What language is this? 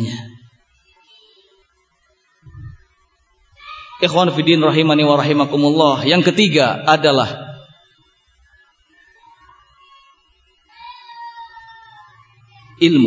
Indonesian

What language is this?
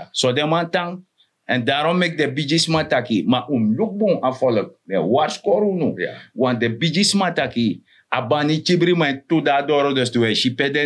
Sranan Tongo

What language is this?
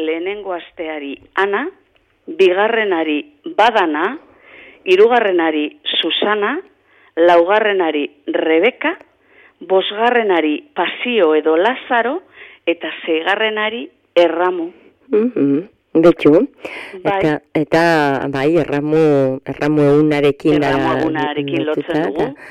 Basque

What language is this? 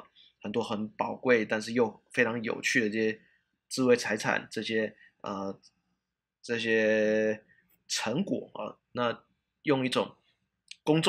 Chinese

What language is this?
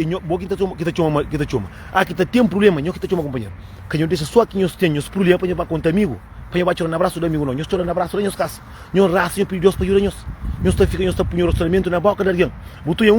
Kabuverdianu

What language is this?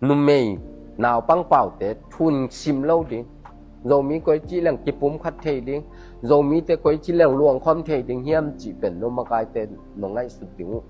Tedim Chin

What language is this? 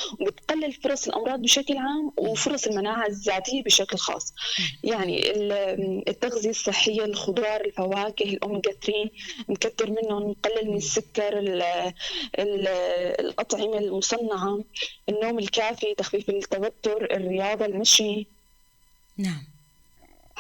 North Levantine Arabic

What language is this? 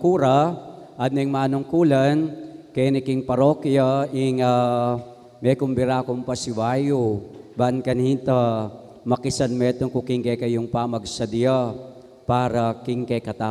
Pampanga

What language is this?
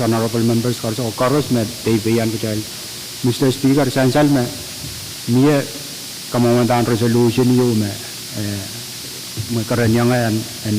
Pohnpeian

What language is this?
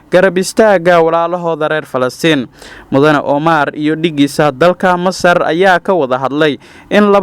Somali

